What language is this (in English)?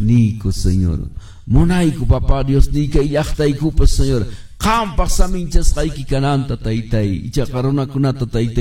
Quechua